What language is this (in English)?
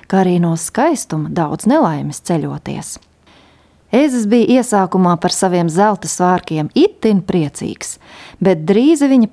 Latvian